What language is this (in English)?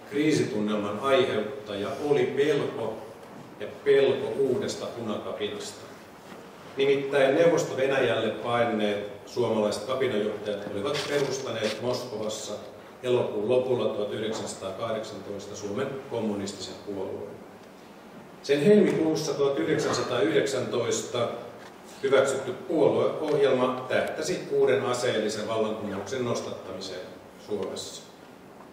Finnish